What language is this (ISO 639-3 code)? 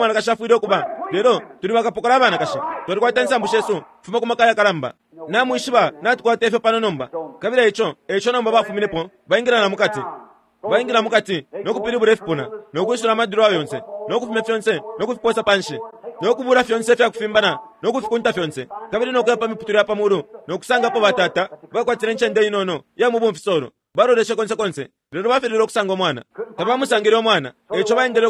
bem